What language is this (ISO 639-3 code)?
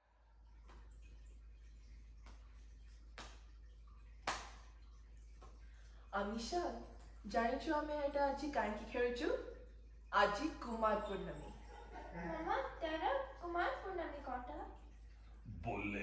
ori